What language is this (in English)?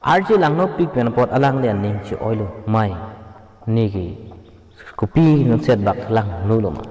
Karbi